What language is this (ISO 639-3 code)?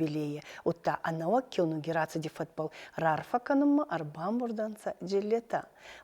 oss